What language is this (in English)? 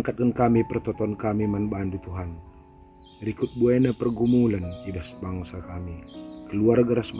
Batak Karo